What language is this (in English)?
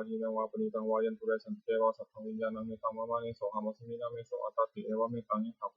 Pali